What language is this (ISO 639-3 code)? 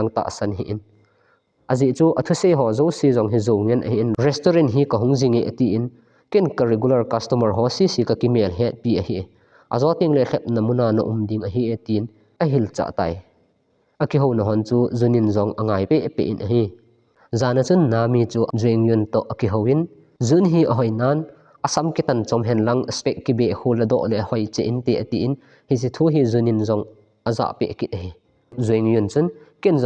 tcz